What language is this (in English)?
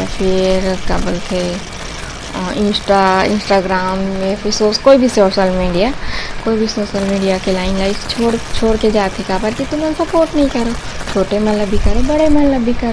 Chhattisgarhi